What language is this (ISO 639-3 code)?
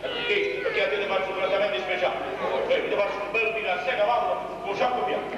nap